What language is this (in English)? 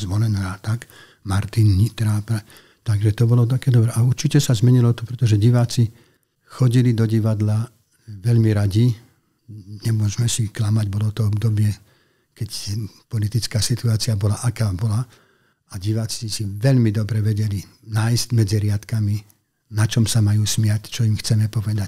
Slovak